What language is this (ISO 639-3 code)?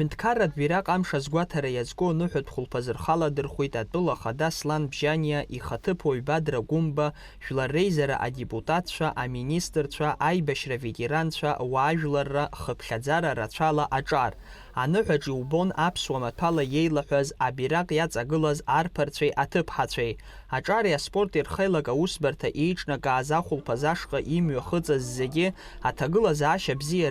abk